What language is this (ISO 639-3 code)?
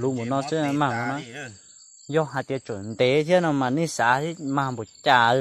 hmn